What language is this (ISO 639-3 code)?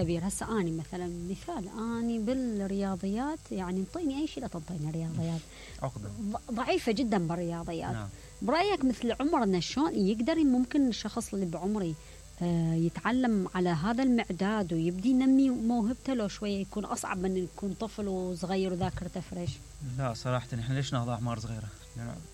acm